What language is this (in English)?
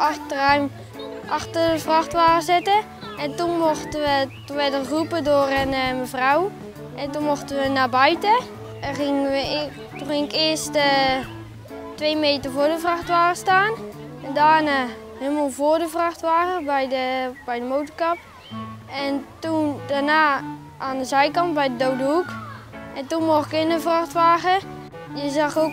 Dutch